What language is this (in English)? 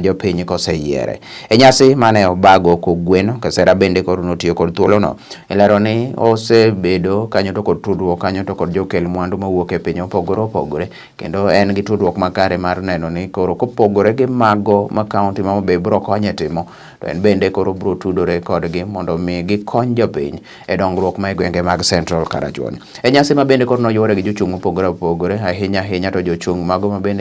Luo (Kenya and Tanzania)